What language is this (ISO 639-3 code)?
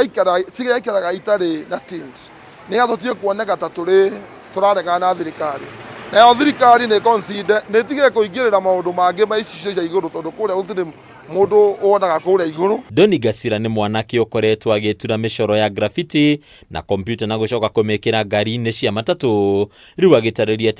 kik